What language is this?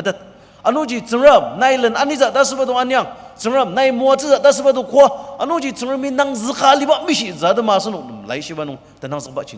Ao Naga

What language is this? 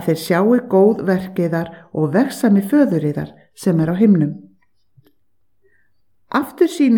Icelandic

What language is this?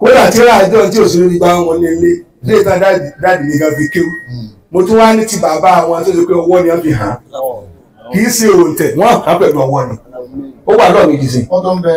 Yoruba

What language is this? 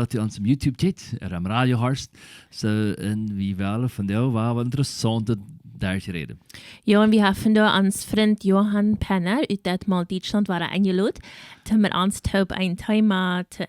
Plautdietsch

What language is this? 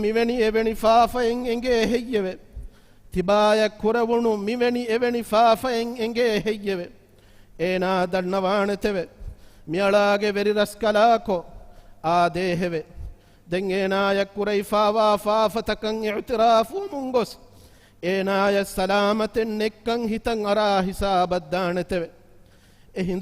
Divehi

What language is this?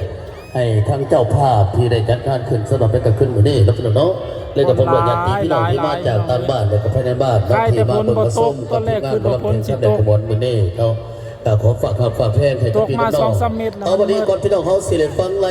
Northeastern Thai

